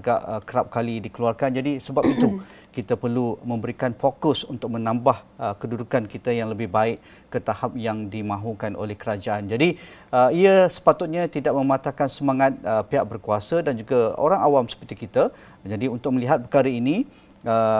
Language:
Malay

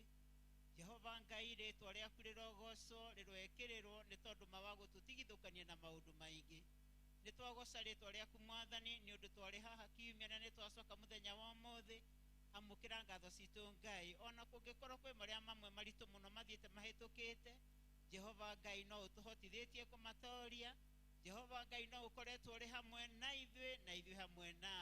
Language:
Kikuyu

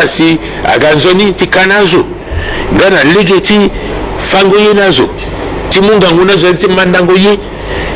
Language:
Sango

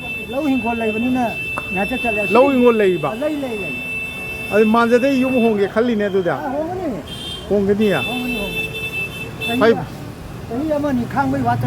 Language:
Manipuri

